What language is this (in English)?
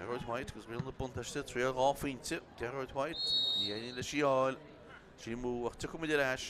Irish